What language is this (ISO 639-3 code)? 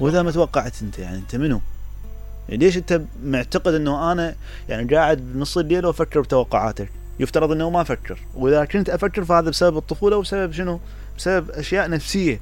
acm